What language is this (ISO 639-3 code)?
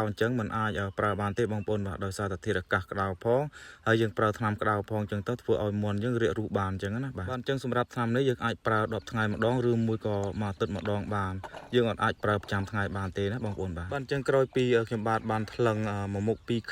khm